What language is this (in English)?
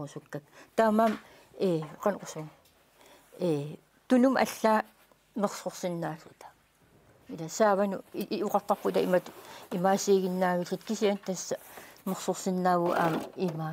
Kalaallisut